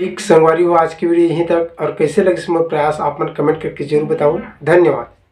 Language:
Chhattisgarhi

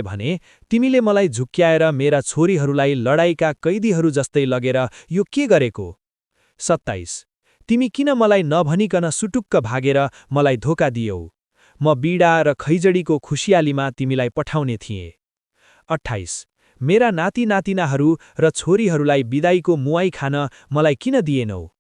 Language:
Nepali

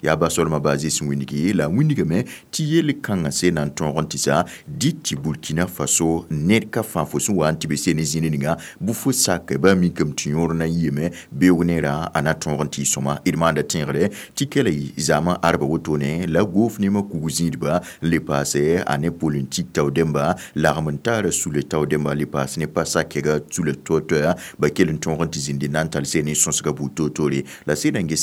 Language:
Mossi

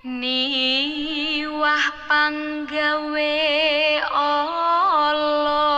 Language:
Javanese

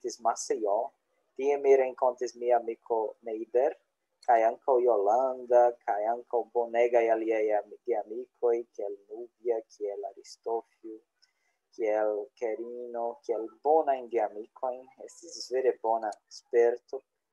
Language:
Esperanto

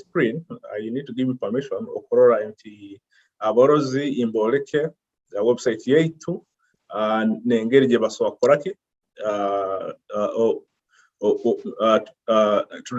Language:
Nyoro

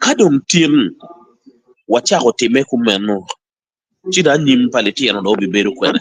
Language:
Acoli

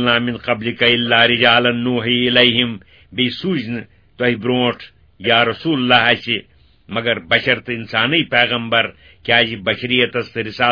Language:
Kashmiri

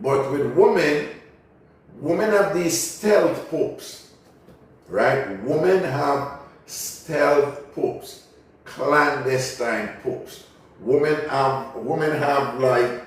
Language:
Jamaican Creole English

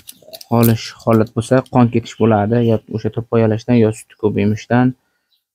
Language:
Uzbek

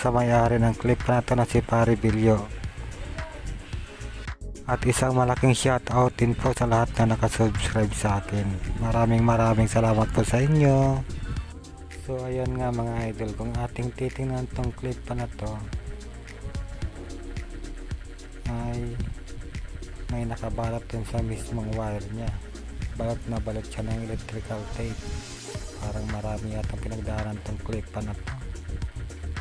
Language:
Filipino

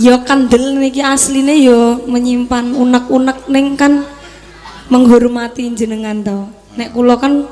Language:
Javanese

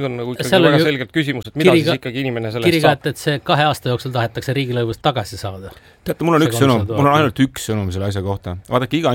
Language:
Estonian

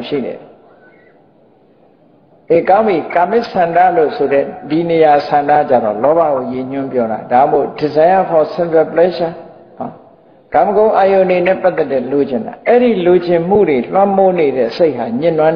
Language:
Burmese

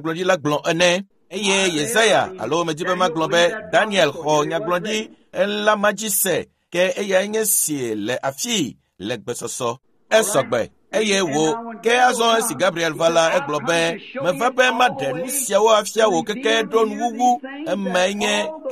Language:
Ewe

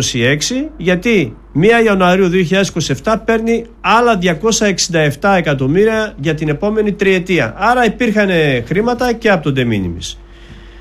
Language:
Greek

